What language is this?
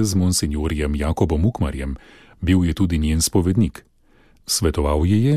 Slovenian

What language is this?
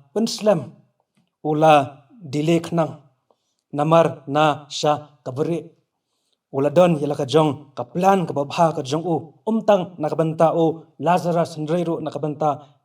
Khasi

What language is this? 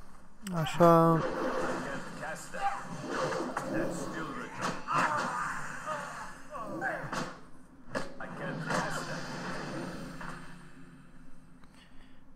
Romanian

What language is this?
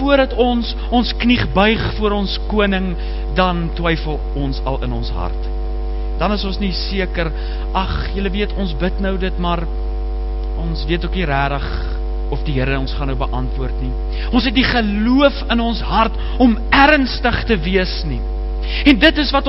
Afrikaans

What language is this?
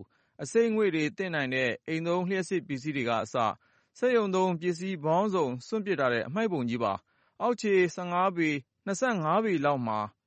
Burmese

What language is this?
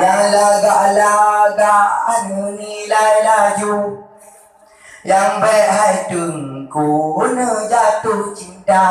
Achinese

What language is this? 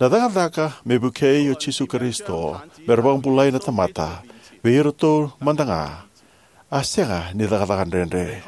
Fijian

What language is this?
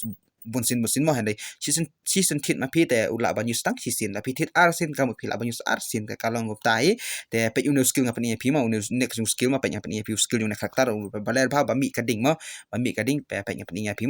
Khasi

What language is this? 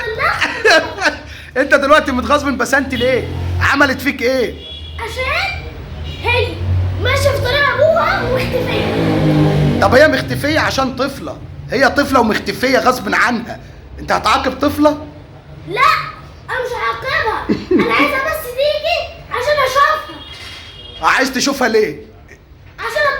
Egyptian Arabic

